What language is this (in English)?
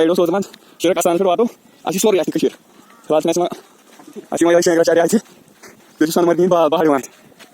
Kashmiri